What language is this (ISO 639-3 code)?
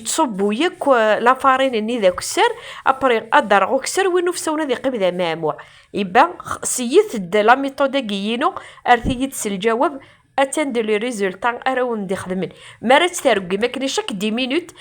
kab